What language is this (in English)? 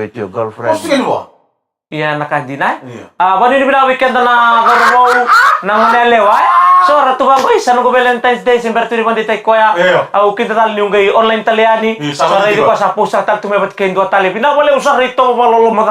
Fijian